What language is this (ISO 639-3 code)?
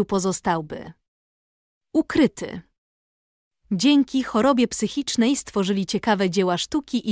pol